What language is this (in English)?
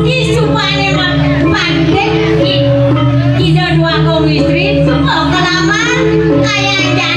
Balinese